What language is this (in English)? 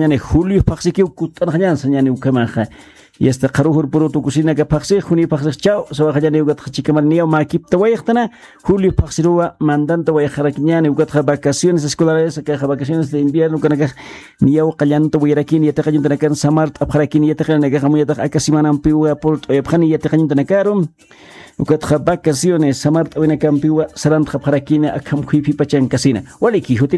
Aymara